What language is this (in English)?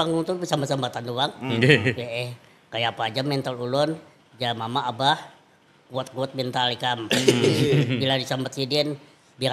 Banjar